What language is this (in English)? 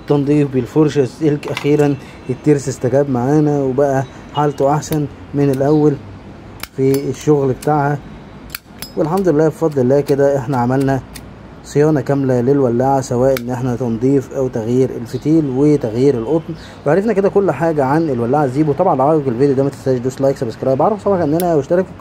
Egyptian Arabic